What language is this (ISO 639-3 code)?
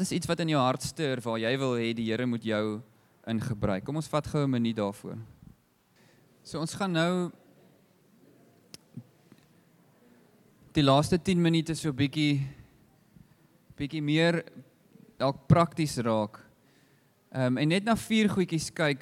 afr